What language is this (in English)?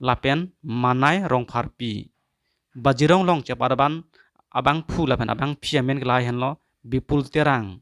Karbi